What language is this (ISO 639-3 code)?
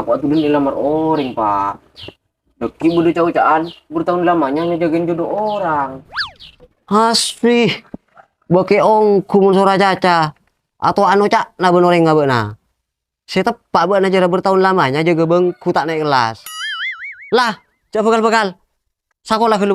mad